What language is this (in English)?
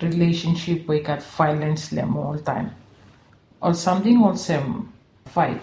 Bislama